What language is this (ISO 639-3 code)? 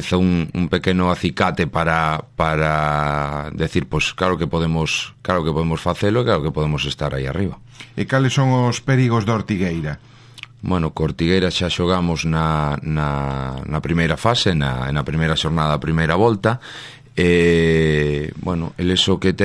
glg